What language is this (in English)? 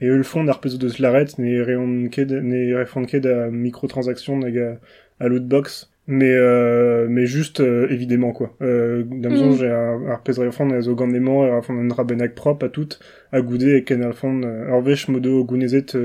Breton